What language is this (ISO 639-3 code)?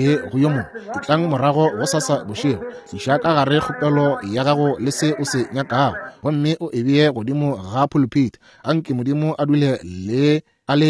nso